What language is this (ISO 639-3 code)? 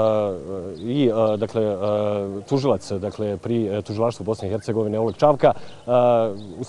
bos